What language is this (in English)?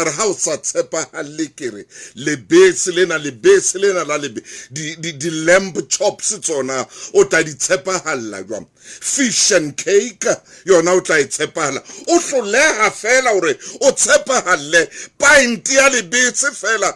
Southern Sotho